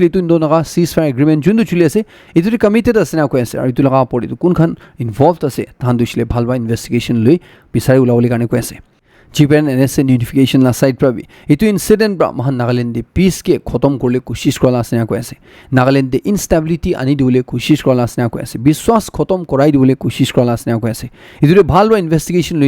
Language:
Naga Pidgin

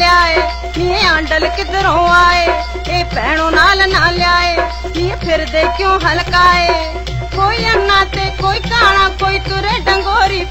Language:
Punjabi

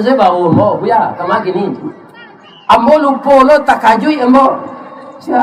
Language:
Minangkabau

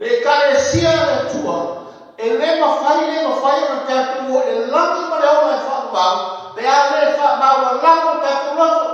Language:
Samoan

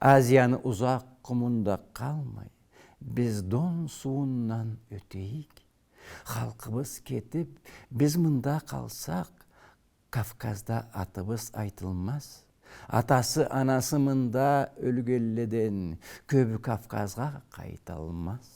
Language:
Karachay-Balkar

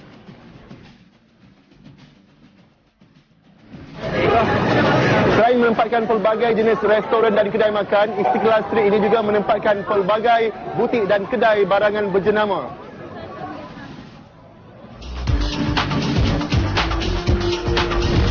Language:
Malay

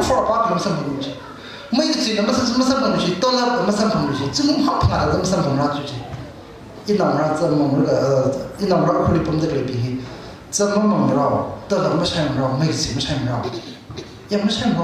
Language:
Tangkhul Naga (India)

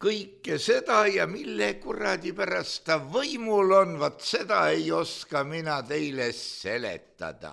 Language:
Estonian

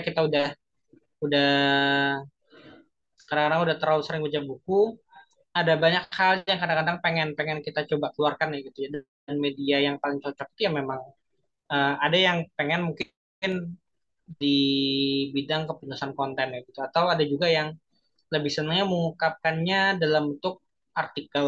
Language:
Indonesian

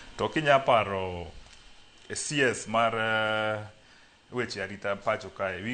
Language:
Luo (Kenya and Tanzania)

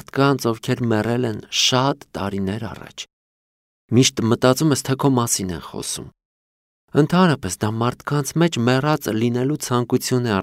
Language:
Armenian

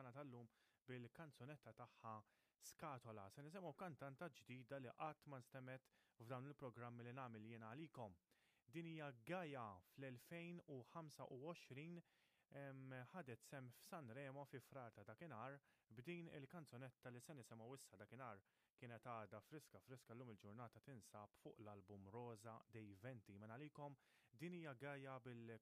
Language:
Maltese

